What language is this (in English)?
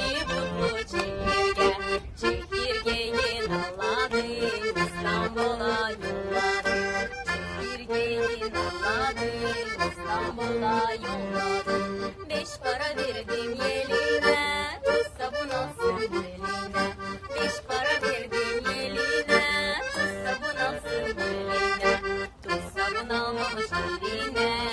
Gagauz